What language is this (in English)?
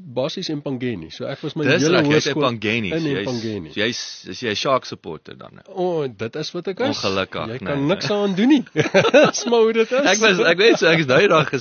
Afrikaans